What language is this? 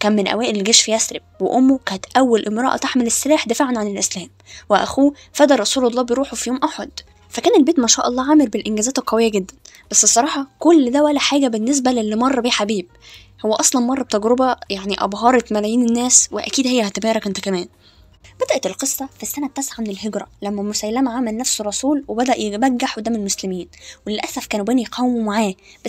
Egyptian Arabic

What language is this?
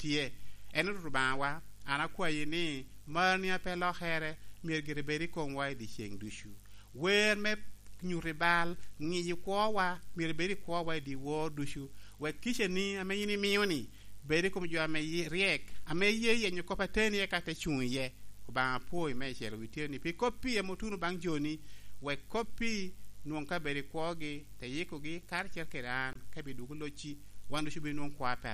Lango (Uganda)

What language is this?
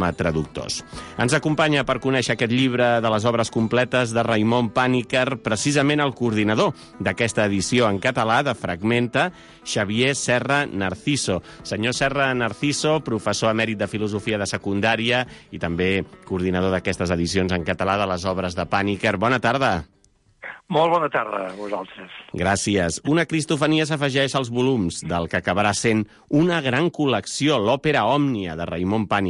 Catalan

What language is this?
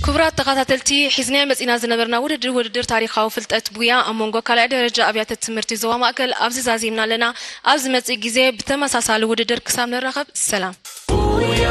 Tigrinya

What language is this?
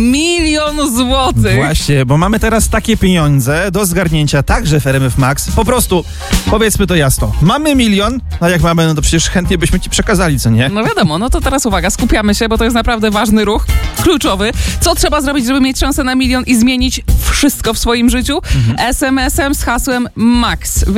Polish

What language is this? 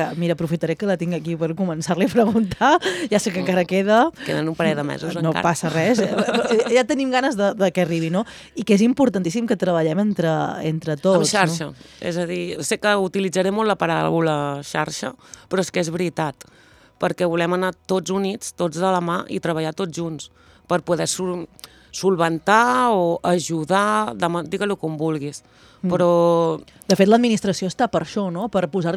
Catalan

